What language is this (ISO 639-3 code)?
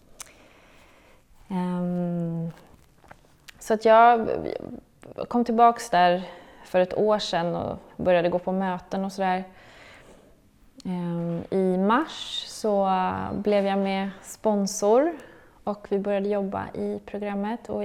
swe